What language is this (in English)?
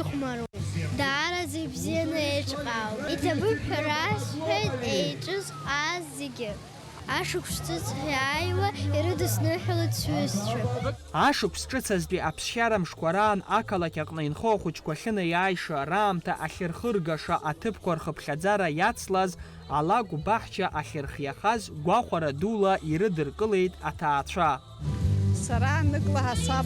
Abkhazian